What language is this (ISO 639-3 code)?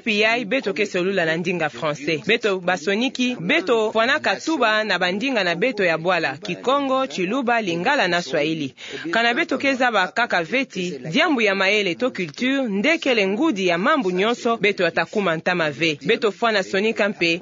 ktu